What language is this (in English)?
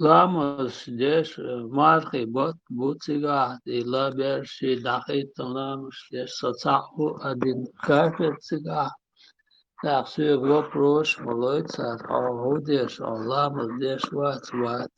Chechen